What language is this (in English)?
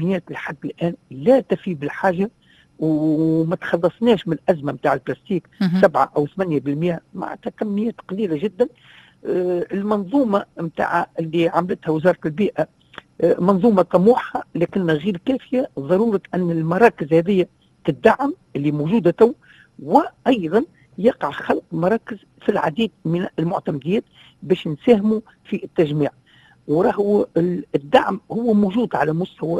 Tunisian Arabic